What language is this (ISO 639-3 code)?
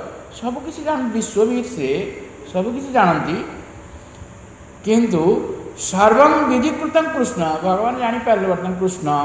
ori